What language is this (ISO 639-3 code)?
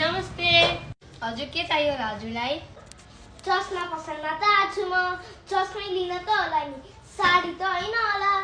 nep